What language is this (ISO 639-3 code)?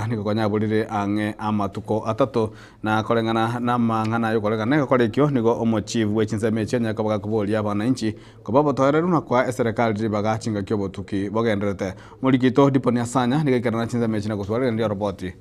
guz